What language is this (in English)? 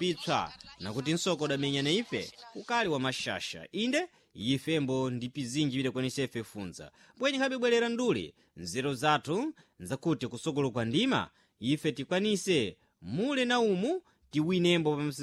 Sena